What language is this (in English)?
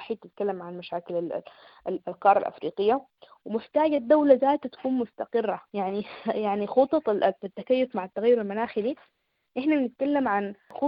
Sudanese Arabic